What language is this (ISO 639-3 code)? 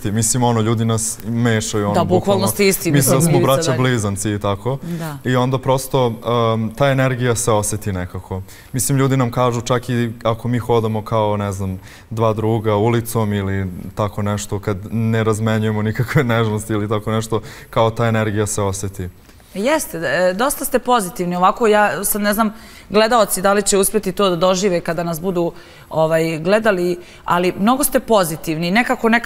srp